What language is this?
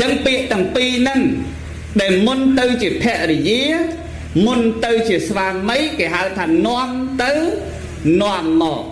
Khmer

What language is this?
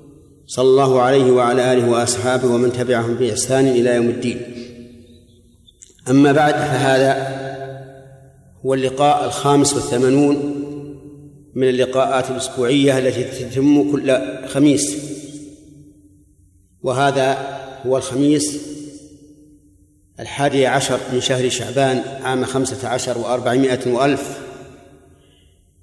Arabic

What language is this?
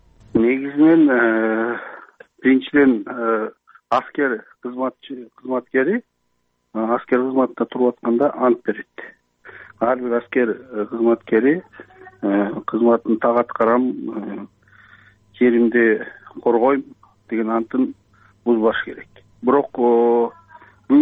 Kyrgyz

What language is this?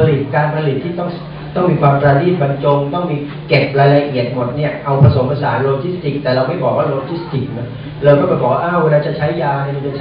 Thai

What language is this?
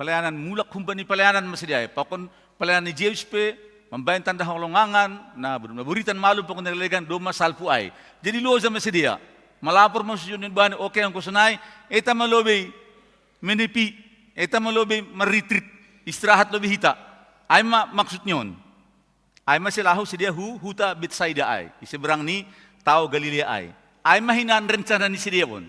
Batak Simalungun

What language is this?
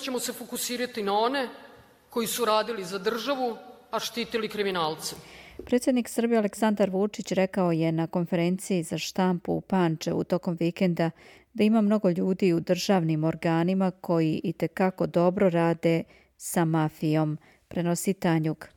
Serbian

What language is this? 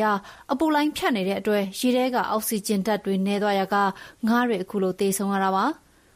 Burmese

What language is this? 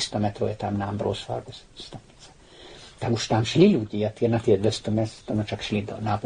Slovak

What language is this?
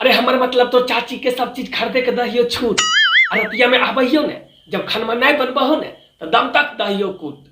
Magahi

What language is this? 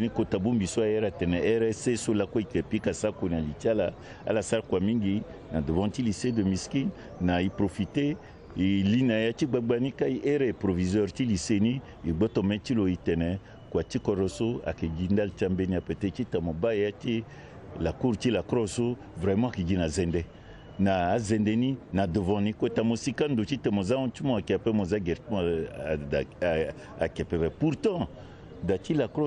Sango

